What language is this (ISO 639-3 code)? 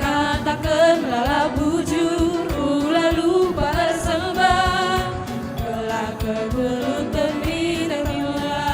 btx